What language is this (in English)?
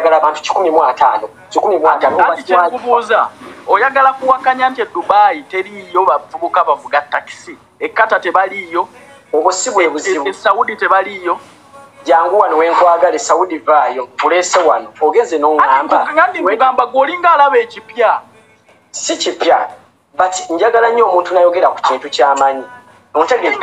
Ganda